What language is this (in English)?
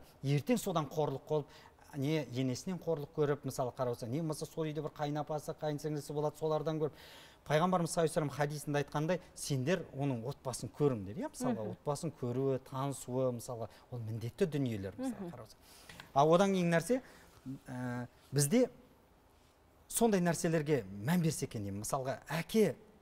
Kazakh